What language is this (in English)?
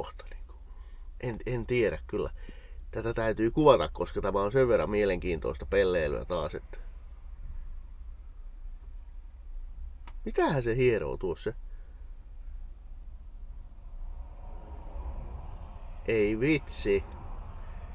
Finnish